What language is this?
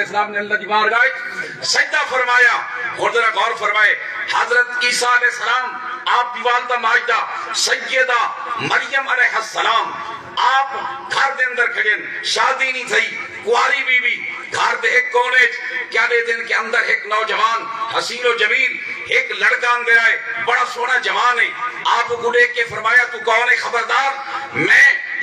Saraiki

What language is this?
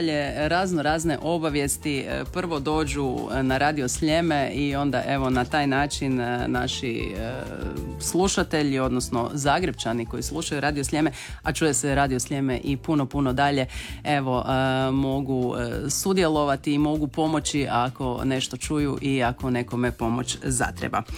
Croatian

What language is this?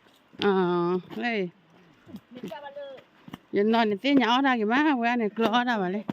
S'gaw Karen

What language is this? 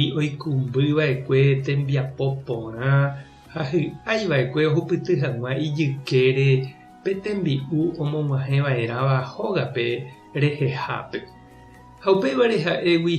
Guarani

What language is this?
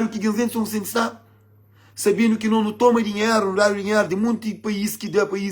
Kabuverdianu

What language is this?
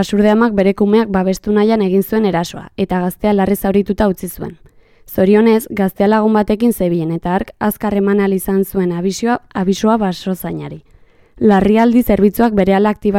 Basque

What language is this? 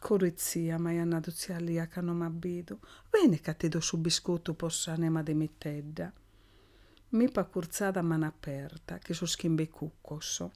Sardinian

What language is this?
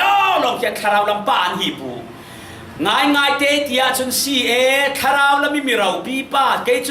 Falam Chin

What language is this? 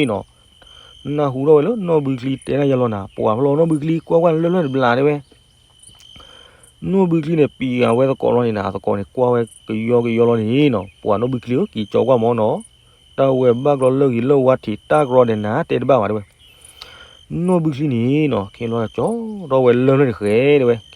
S'gaw Karen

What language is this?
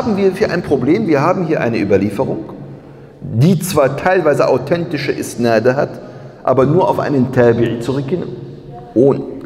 German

